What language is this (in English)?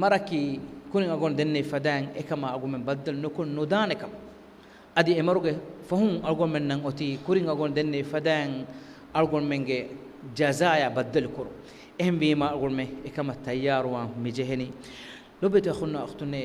Divehi